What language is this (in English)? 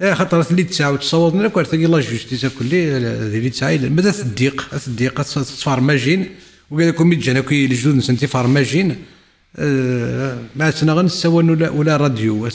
Kabyle